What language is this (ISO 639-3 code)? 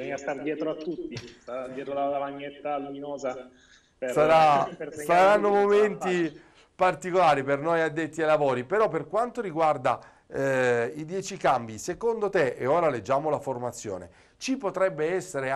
ita